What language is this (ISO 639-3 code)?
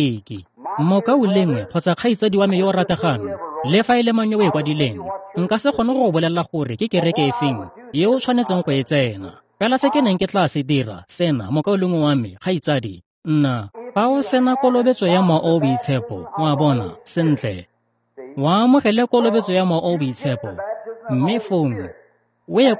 tsn